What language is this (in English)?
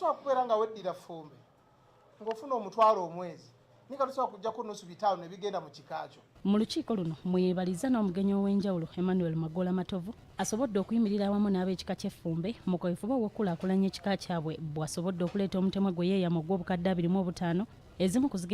Ganda